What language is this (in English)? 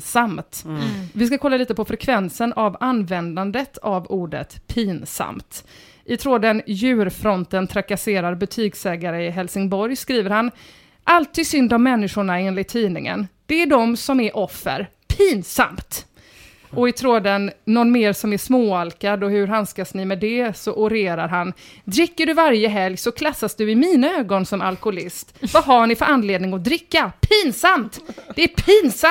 Swedish